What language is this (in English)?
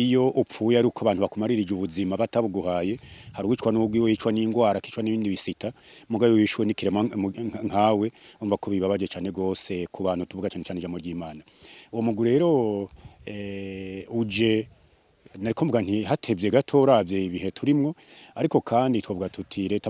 Rundi